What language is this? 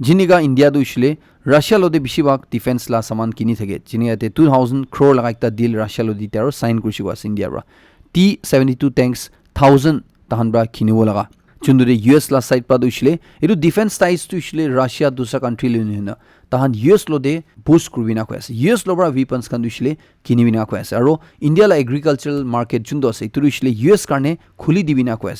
Naga Pidgin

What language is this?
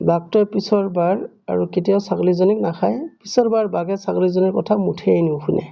Assamese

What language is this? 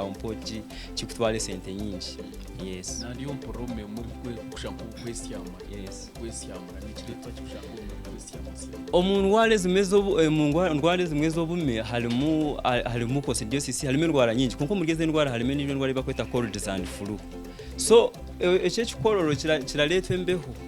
Nyankole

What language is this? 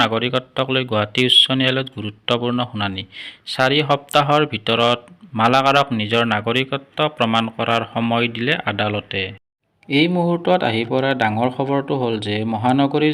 Assamese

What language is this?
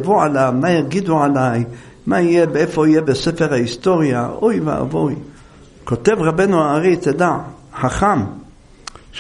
Hebrew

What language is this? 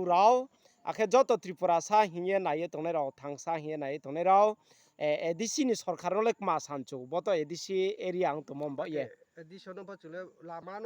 Riang (India)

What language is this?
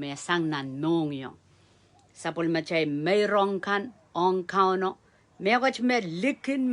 Pohnpeian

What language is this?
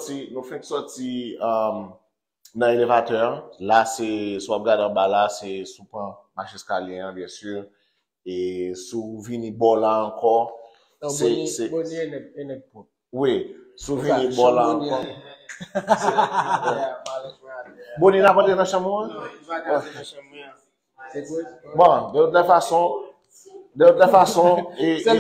Haitian Creole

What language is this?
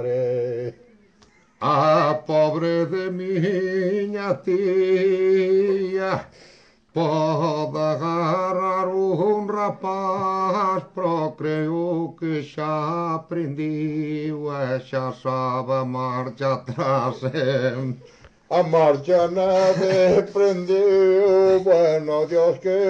Galician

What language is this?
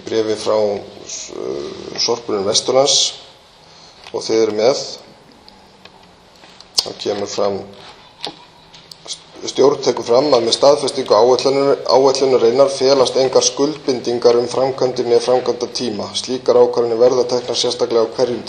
Icelandic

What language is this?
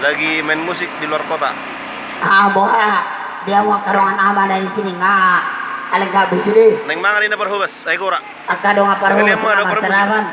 Batak Toba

